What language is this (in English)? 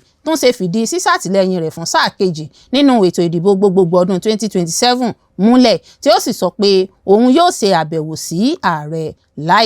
Yoruba